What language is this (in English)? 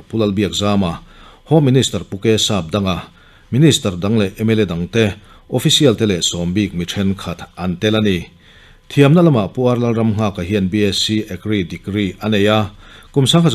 Mizo